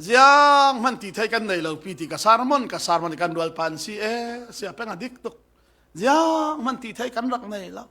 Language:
Falam Chin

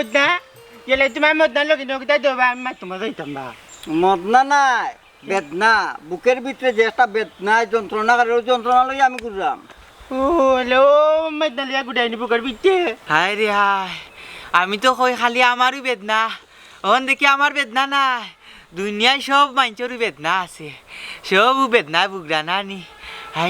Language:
Sylheti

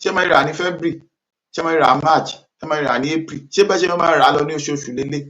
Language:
Yoruba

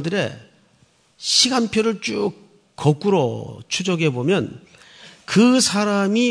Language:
Korean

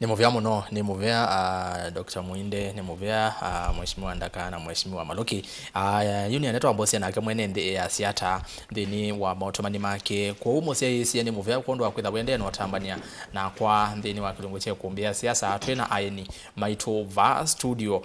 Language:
Kamba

